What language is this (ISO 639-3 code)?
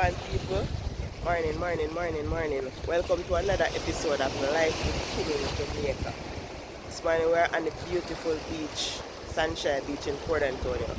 jam